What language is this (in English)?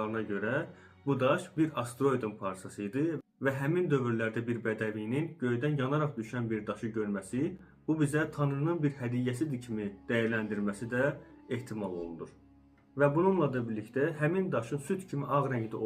Azerbaijani